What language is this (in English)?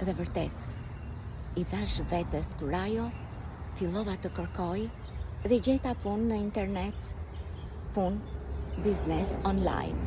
Albanian